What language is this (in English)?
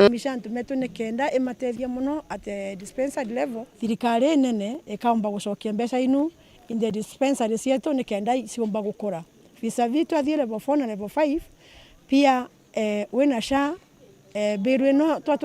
Meru